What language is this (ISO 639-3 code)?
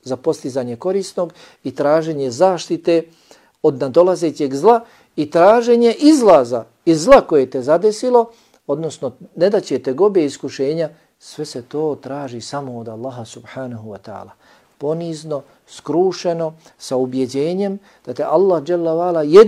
bos